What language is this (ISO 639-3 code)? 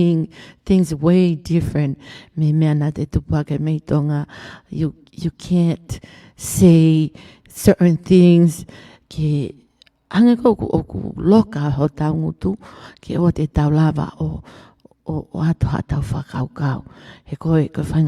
ton